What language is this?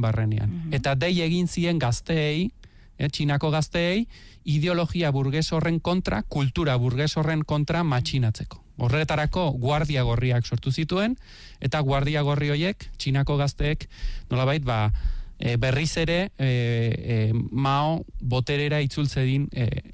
Basque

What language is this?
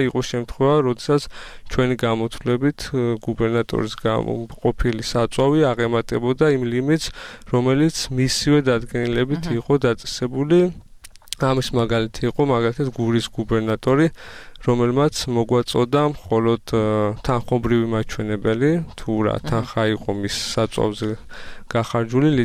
Georgian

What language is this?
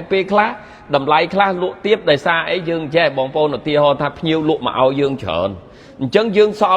Khmer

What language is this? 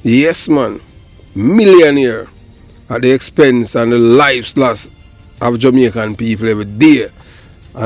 Jamaican Creole English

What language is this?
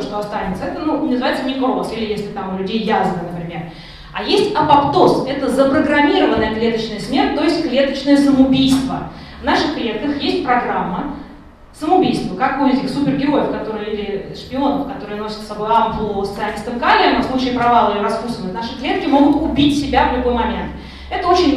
Russian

